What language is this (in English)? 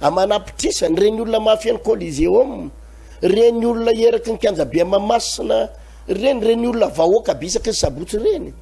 Malagasy